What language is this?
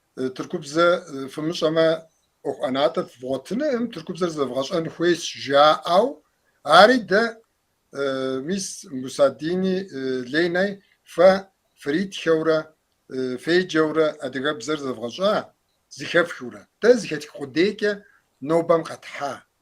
Kabardian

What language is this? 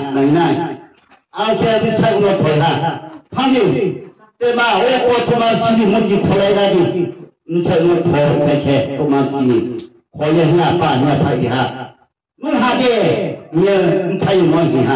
Riang (India)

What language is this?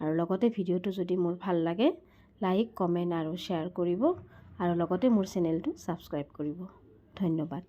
Assamese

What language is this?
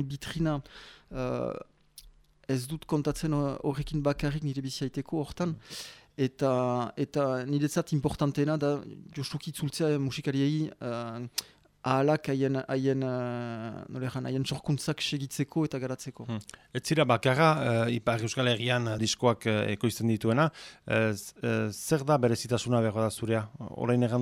Basque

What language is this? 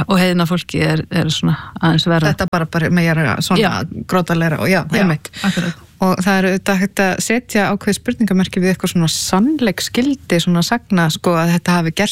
Icelandic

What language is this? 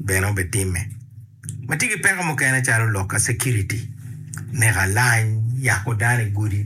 Acoli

